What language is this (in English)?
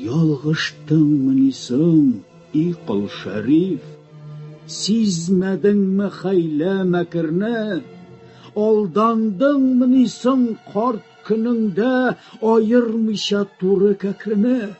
Tatar